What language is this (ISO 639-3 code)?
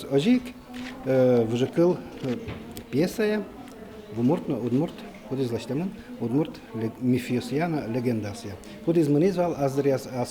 udm